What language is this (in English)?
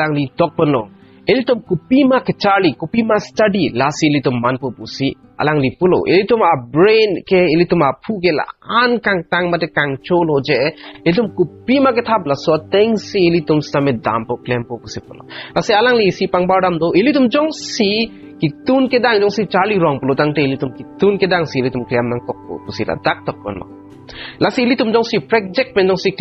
Karbi